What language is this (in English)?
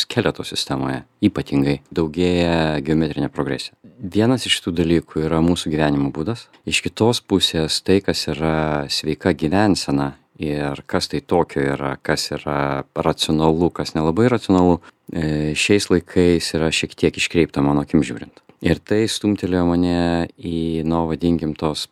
Lithuanian